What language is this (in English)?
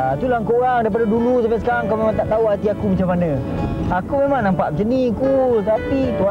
Malay